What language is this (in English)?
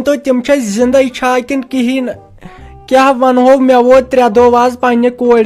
Kashmiri